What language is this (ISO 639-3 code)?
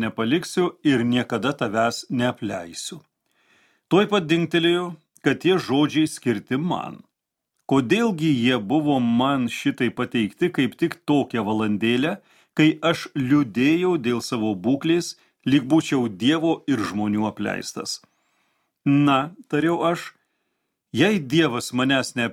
lit